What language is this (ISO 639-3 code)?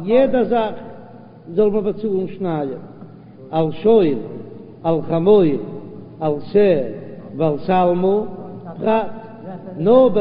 yid